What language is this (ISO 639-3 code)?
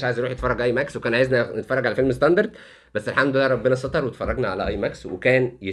arz